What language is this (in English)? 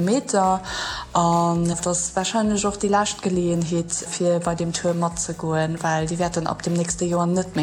Luxembourgish